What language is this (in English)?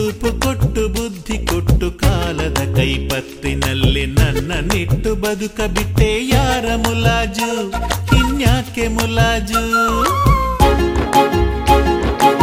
Kannada